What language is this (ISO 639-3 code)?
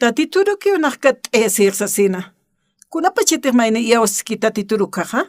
aym